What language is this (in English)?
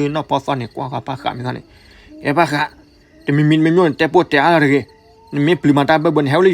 S'gaw Karen